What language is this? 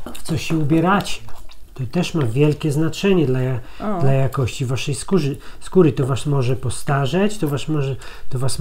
Polish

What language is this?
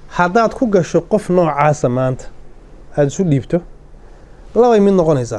Somali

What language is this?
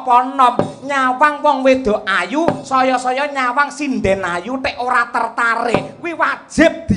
Javanese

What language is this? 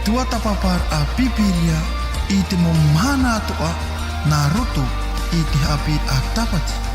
Tahitian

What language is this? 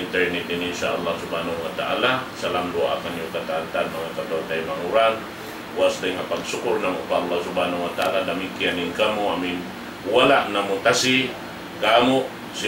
Tausug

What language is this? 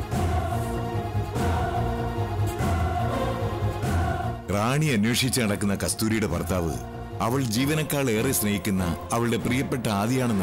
Malayalam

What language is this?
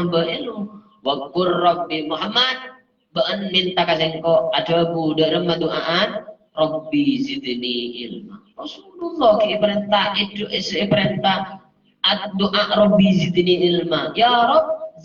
Madurese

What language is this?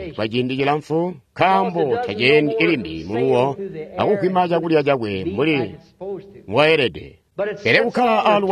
Tonga (Zambia)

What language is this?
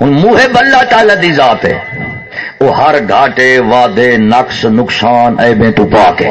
Saraiki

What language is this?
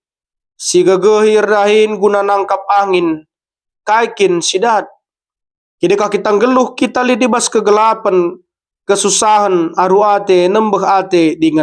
Batak Karo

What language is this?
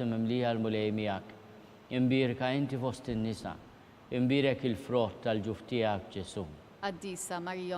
Maltese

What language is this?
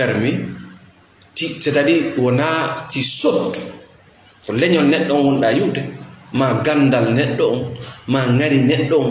Fula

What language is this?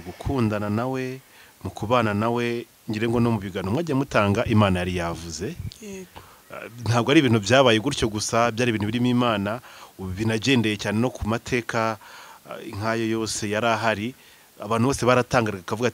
Kinyarwanda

